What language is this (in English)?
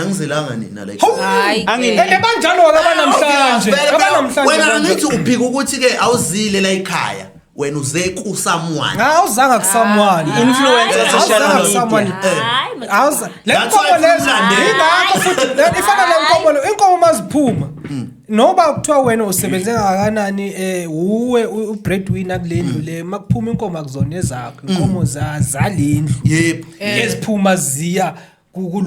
Zulu